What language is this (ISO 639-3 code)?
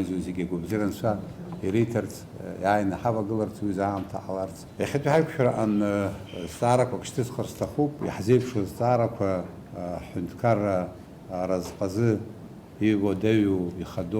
abk